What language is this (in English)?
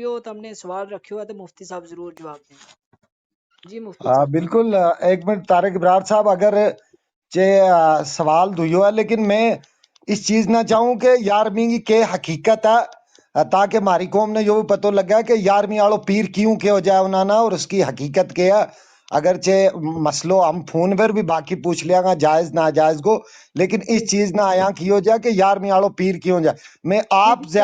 Gujari